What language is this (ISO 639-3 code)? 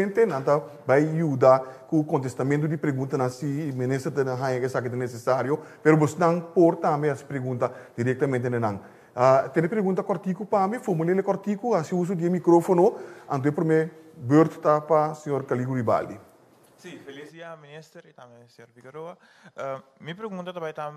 pap